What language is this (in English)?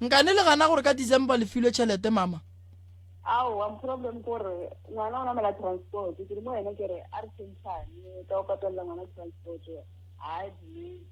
Northern Sotho